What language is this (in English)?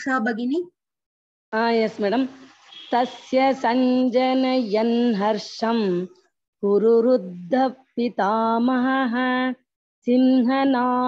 Sanskrit